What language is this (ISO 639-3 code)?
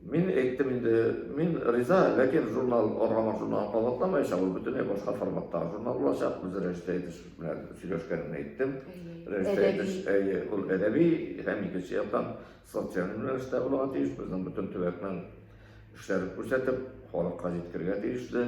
tat